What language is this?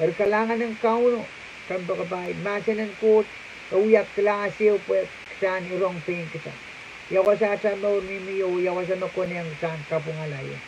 Pohnpeian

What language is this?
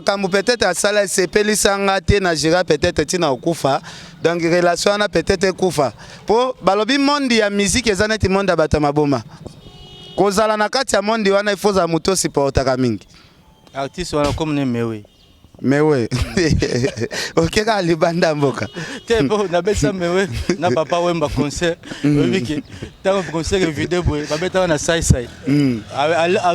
Lingala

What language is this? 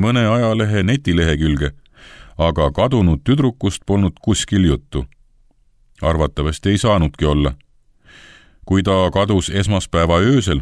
Estonian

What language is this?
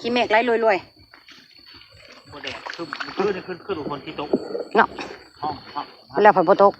Northeastern Thai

